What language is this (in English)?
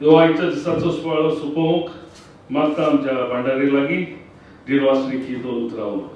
Konkani